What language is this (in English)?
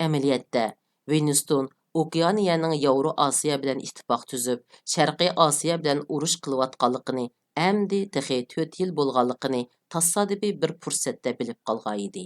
Uyghur